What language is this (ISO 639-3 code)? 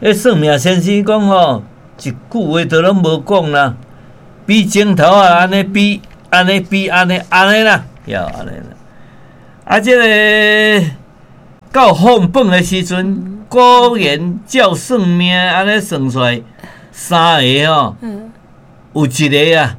nan